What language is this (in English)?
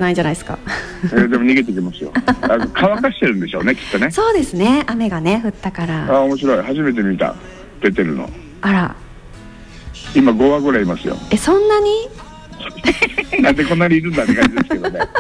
Japanese